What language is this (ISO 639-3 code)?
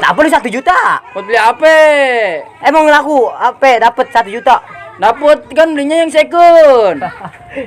bew